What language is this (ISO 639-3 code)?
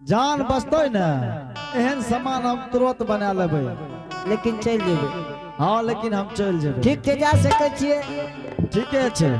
anp